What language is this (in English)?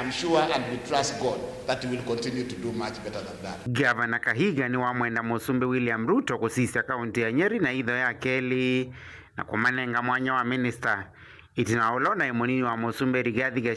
Kamba